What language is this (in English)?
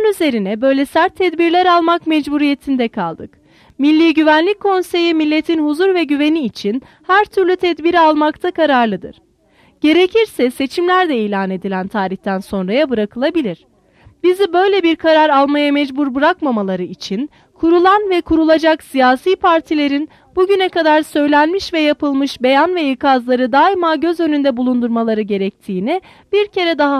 Turkish